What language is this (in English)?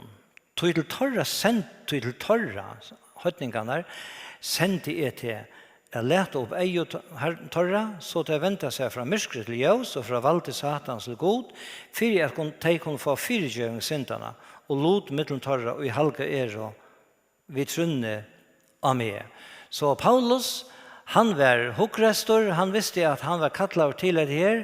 Faroese